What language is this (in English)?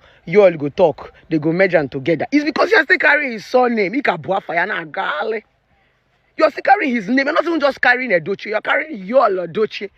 Nigerian Pidgin